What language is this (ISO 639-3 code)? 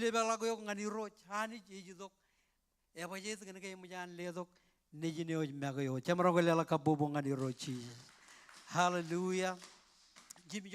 mah